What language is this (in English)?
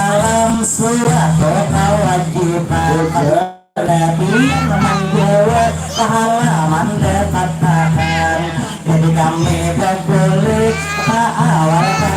Banjar